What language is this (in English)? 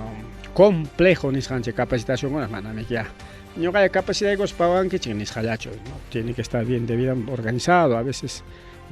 Ayacucho Quechua